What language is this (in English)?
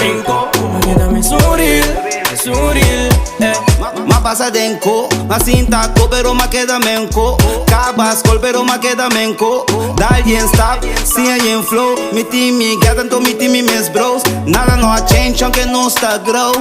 Papiamento